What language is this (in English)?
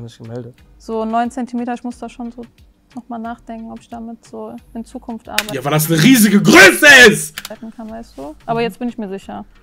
German